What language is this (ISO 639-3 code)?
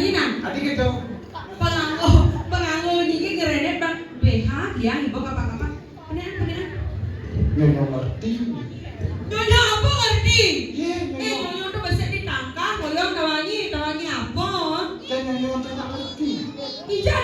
ban